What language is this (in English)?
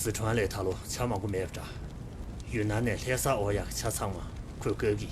Tibetan